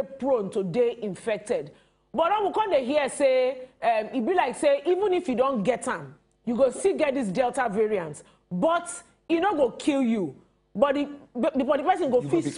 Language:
Nigerian Pidgin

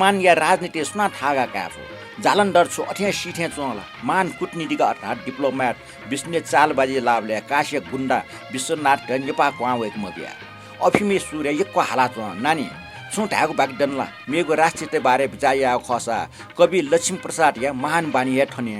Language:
Newari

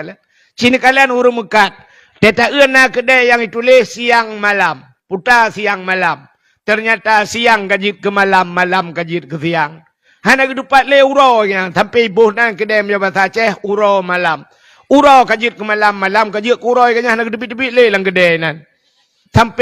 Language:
Achinese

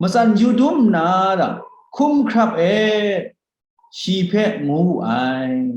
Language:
Kachin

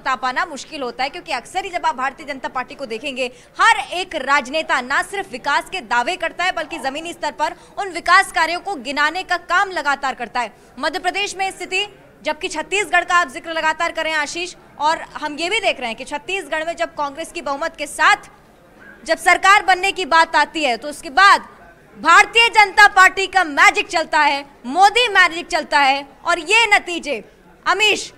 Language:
Hindi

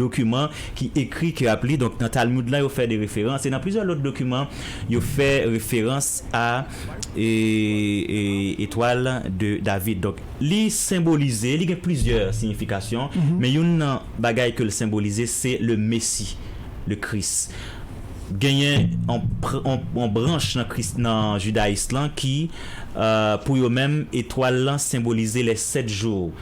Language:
Haitian Creole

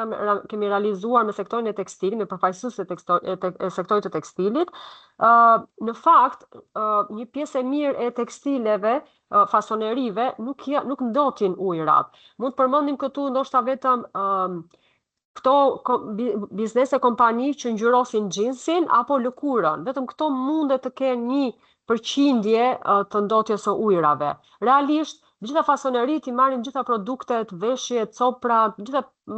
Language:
Albanian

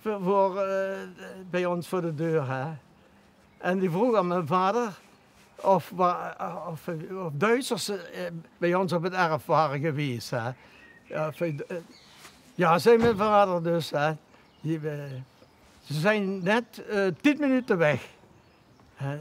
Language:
Limburgish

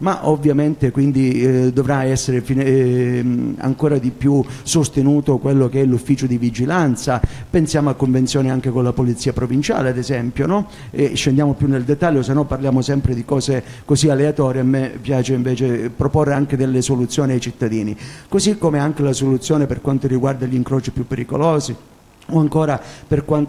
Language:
Italian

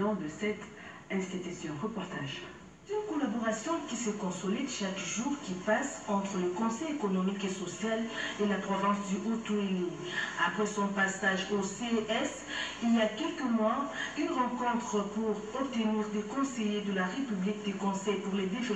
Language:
French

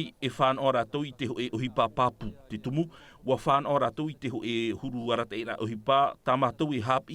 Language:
Tahitian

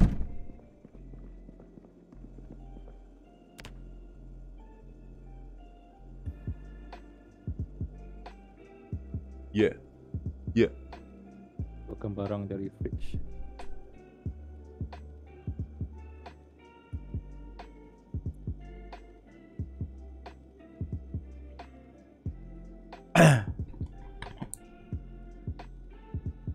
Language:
Malay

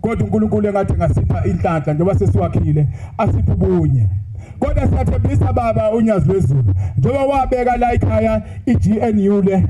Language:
Zulu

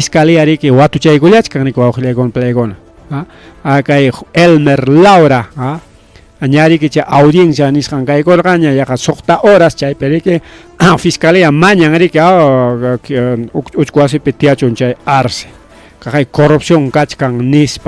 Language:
Ayacucho Quechua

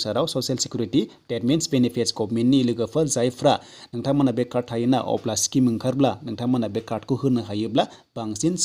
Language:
Bodo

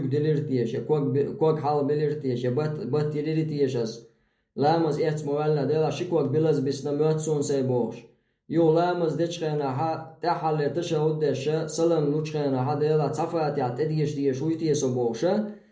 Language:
Chechen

